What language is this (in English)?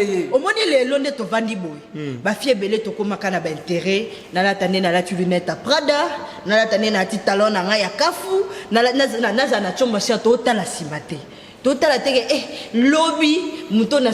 Lingala